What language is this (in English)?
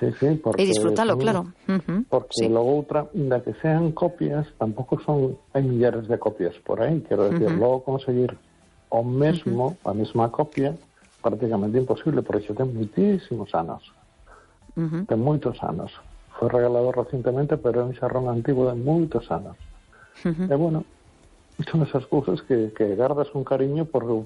Galician